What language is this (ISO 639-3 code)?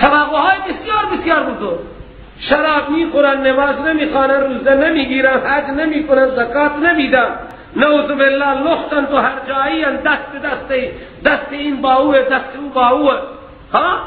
fas